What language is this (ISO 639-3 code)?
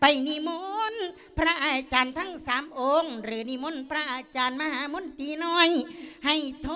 lao